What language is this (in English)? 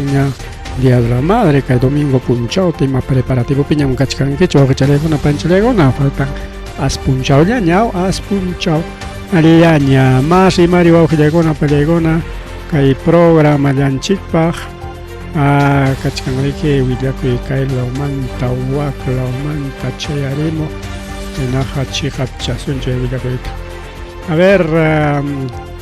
Ayacucho Quechua